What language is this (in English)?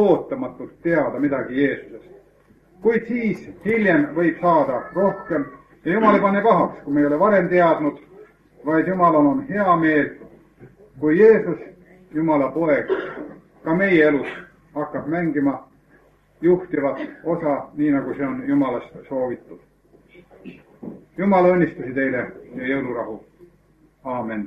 Estonian